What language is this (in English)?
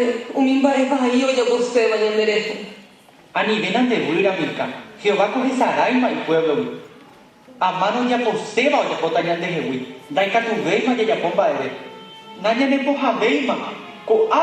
Guarani